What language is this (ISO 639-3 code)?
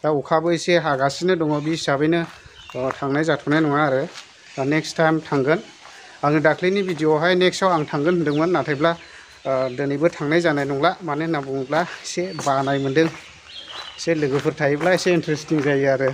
brx